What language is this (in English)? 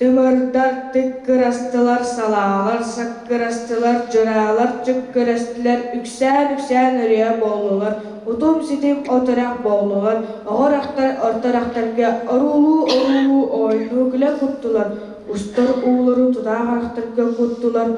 Yakut